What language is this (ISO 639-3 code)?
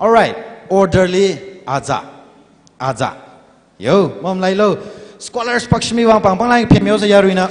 nmf